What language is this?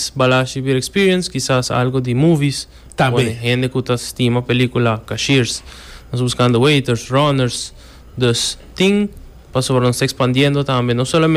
Papiamento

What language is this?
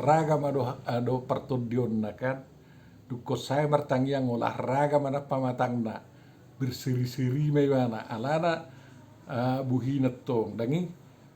Batak Toba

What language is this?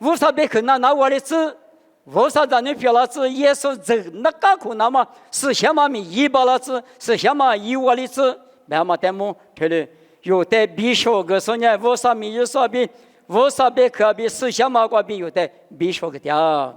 Lisu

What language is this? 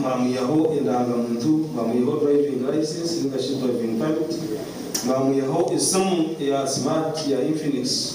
Nyankole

